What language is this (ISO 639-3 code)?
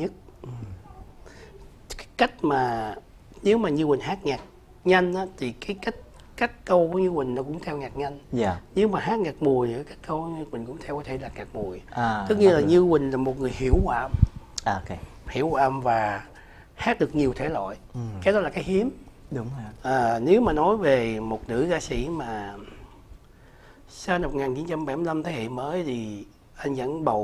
vie